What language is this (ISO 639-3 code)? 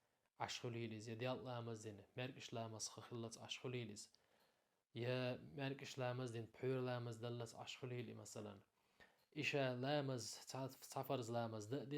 che